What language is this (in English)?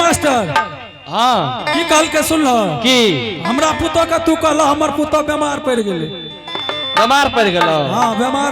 Angika